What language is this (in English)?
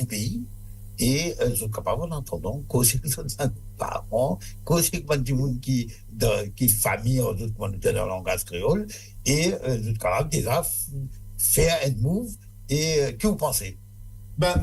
Morisyen